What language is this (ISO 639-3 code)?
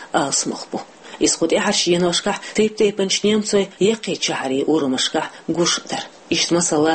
che